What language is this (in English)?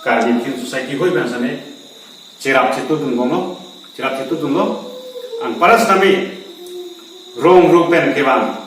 Karbi